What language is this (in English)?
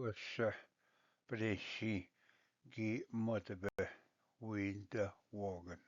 Ojibwa